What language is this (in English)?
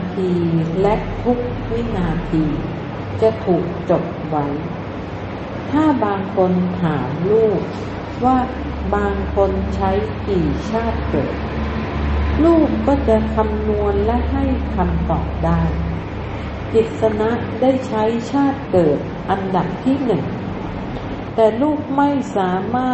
Thai